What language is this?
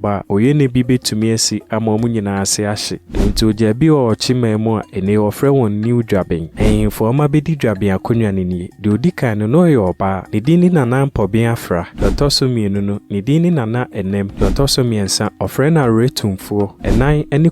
Akan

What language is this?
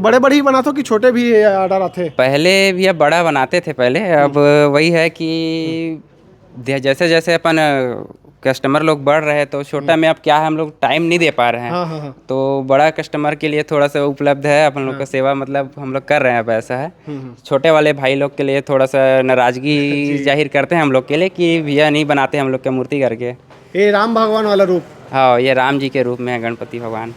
Chhattisgarhi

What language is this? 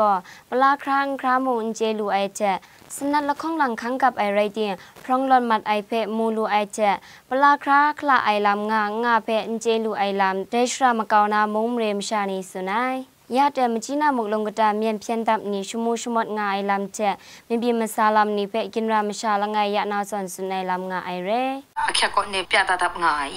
Kachin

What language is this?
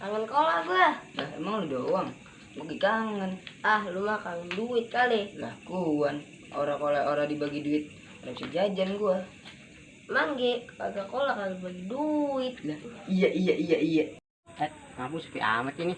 Betawi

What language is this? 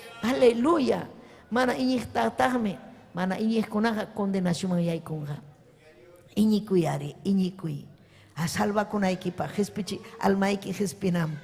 Ayacucho Quechua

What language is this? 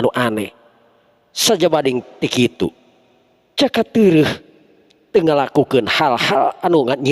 Sundanese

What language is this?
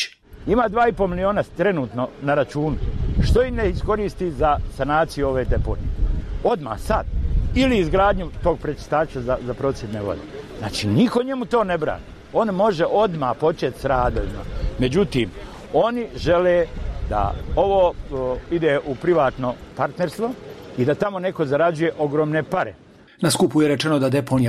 Bosnian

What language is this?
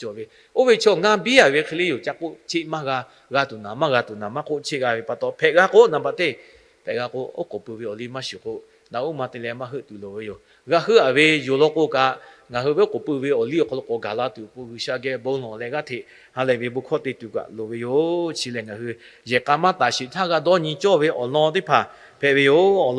Lahu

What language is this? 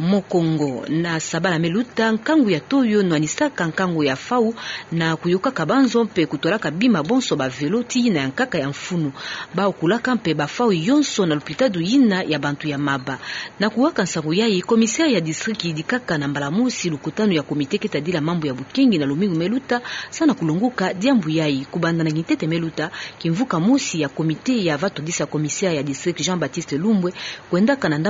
Kituba (Democratic Republic of Congo)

